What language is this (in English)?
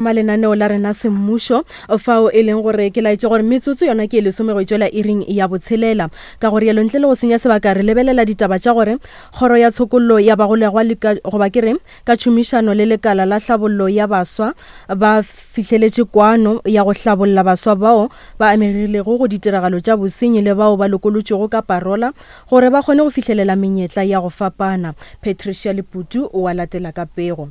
Northern Sotho